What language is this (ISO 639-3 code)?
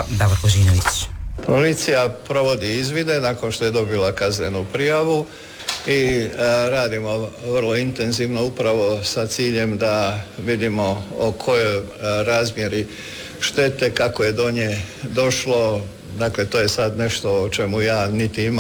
hrv